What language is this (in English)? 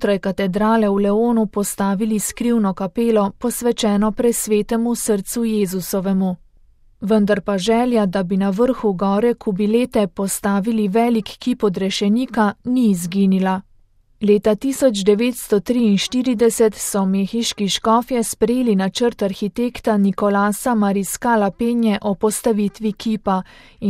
Slovenian